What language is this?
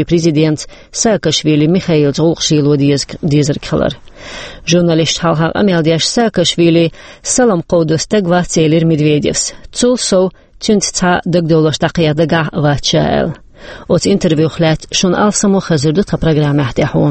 Chechen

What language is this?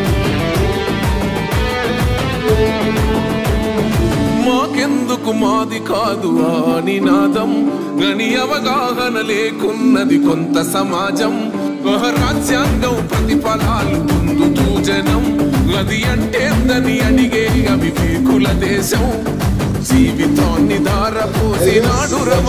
Telugu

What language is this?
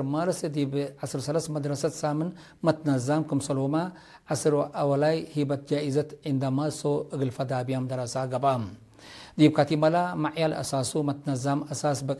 Tigre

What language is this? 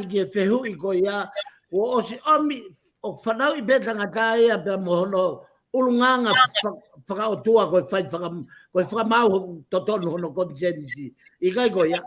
Tongan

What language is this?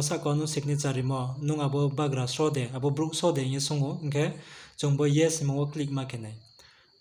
Riang (India)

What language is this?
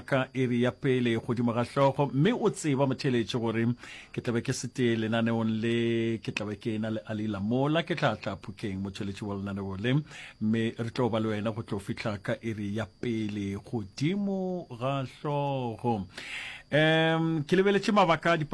Northern Sotho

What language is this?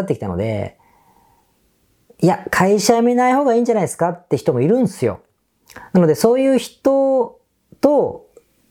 Japanese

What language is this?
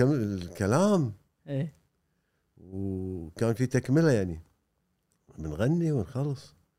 Gulf Arabic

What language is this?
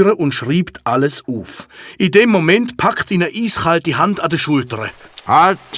Swiss German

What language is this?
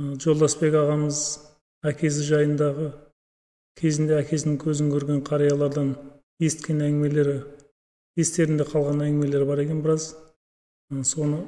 Kazakh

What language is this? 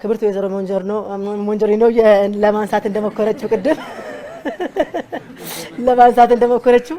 Amharic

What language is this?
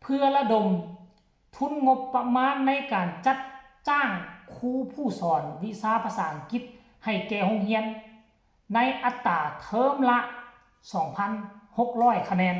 Lao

